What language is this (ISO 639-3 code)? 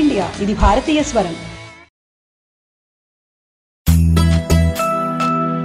tel